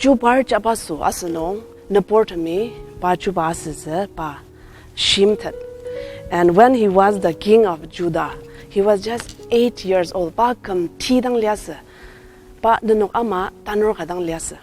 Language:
Ao Naga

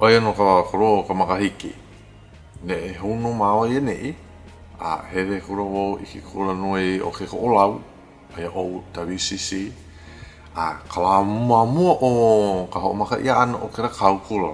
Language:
Hawaiian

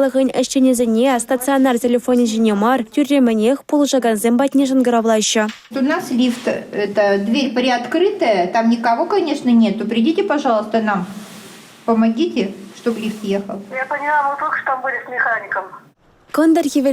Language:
Chuvash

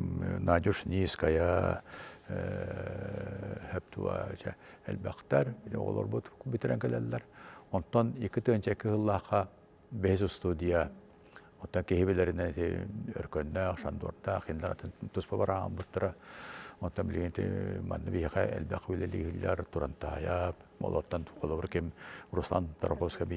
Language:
Yakut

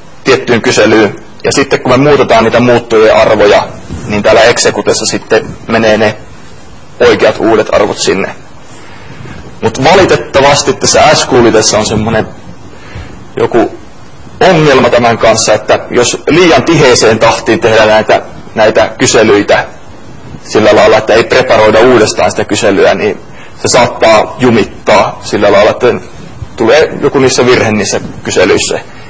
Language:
Finnish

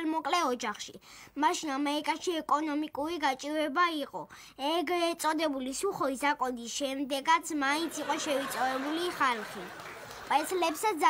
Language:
Georgian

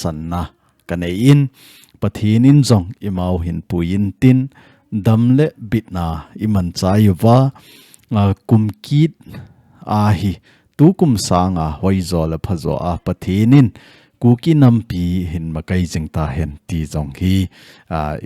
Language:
Thado Chin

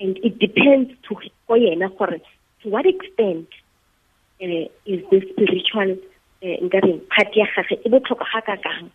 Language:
Tswana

